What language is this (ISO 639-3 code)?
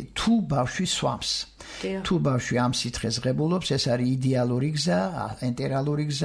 kat